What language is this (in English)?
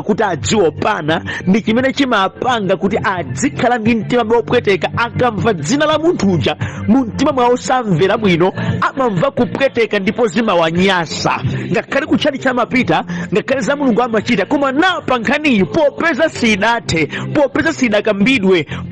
Nyanja